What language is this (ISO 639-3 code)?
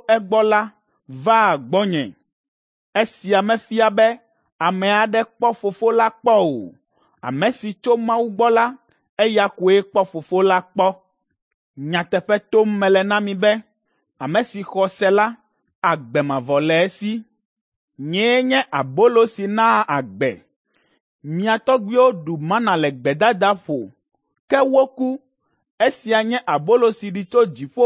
ewe